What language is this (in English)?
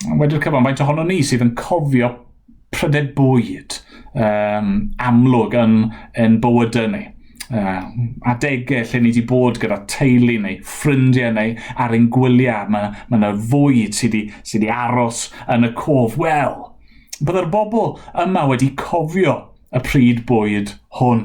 Welsh